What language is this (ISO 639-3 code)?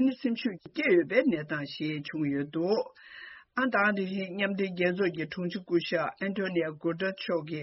bod